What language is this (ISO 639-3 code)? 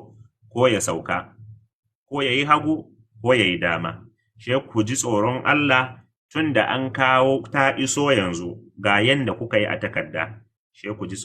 hau